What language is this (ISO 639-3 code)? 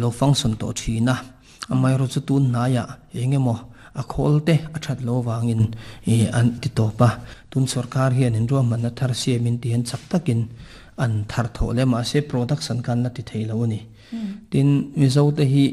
lus